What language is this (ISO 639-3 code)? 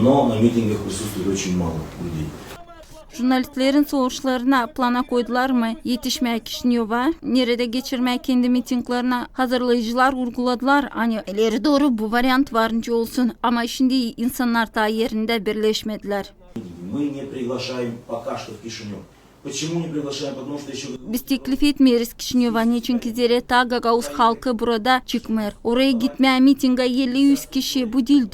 gag